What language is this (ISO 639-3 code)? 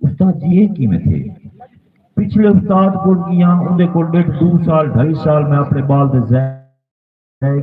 skr